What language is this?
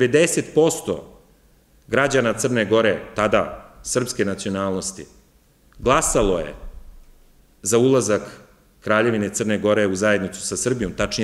Serbian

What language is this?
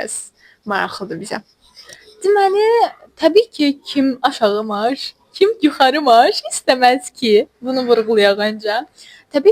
Azerbaijani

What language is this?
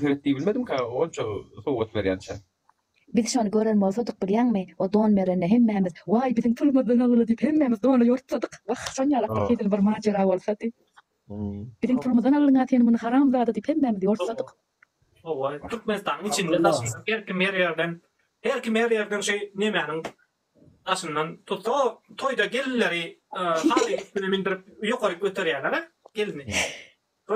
Turkmen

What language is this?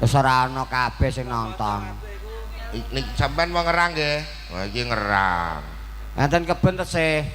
Javanese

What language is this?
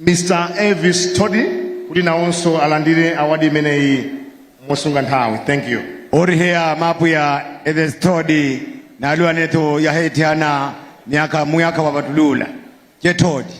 Nyanja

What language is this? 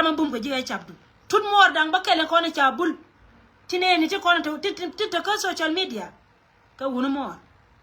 Nuer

